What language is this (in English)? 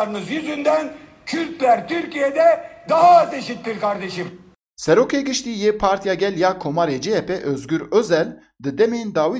Kurdish